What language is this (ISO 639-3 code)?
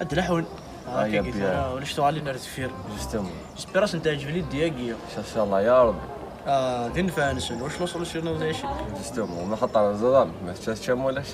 kab